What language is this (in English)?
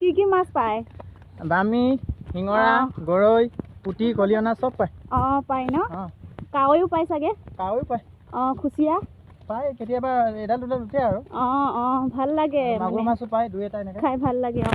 Assamese